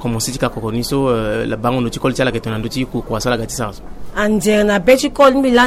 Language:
Sango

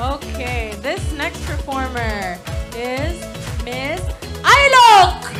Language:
Marshallese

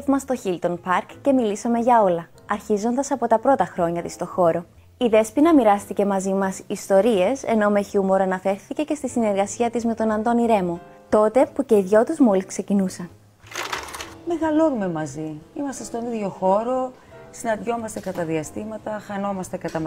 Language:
Greek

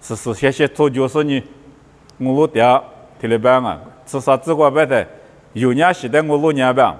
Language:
Lisu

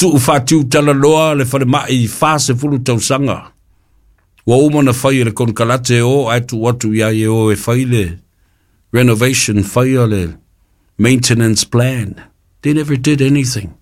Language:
Samoan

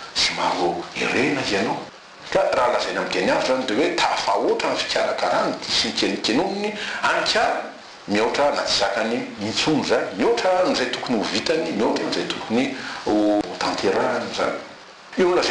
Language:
Malagasy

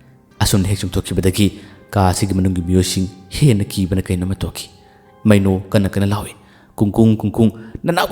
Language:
Manipuri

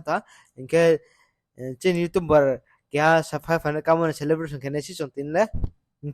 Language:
Riang (India)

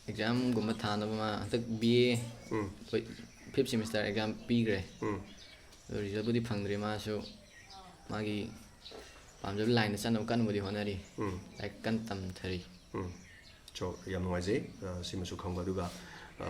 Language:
Manipuri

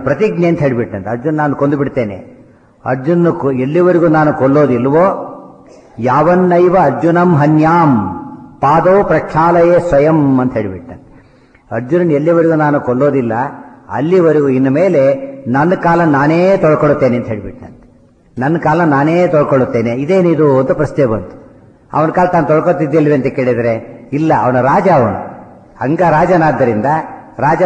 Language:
Kannada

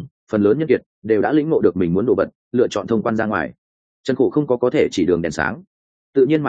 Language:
Vietnamese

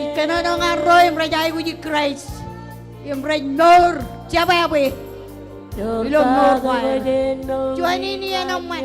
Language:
Marshallese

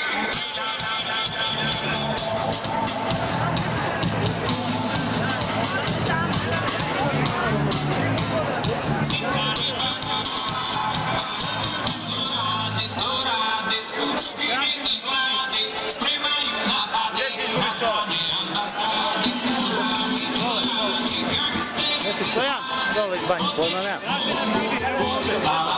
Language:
Serbian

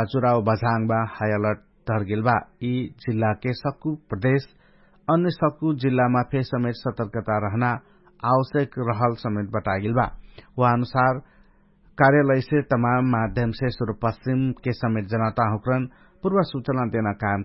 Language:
Dangaura Tharu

